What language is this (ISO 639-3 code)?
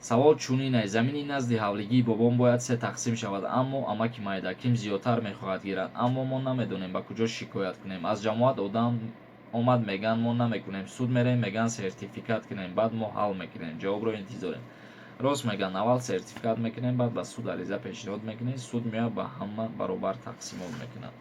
tgk